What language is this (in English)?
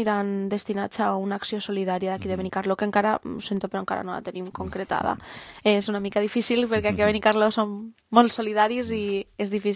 Catalan